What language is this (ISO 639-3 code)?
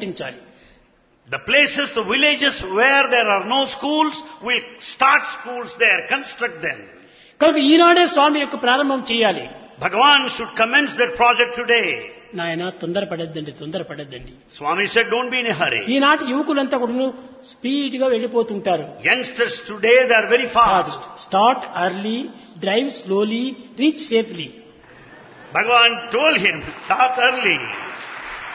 tel